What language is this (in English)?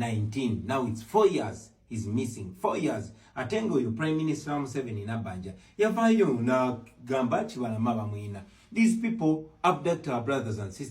Ganda